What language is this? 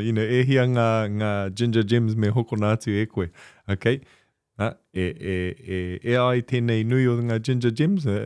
Māori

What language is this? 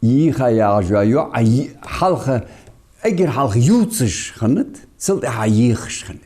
Ingush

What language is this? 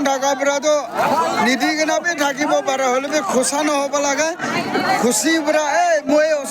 Naga Pidgin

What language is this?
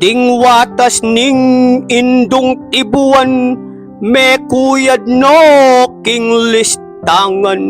Pampanga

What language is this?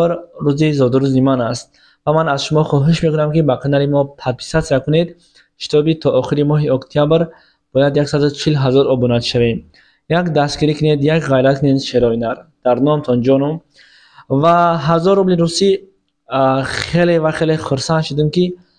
Tajik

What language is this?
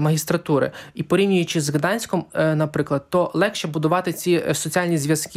Ukrainian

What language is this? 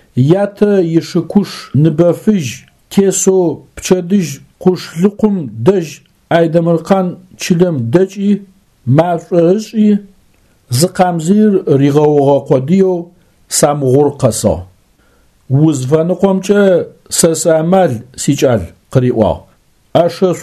Adyghe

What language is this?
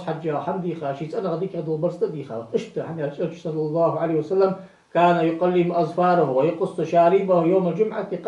Ingush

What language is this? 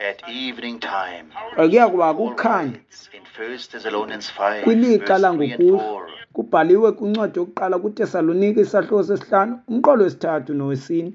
Xhosa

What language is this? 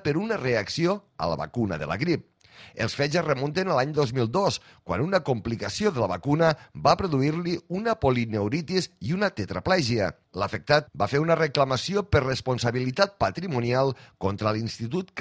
Catalan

